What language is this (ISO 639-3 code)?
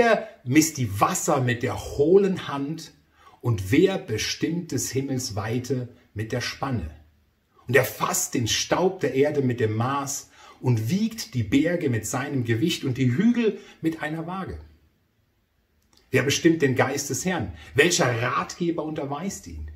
deu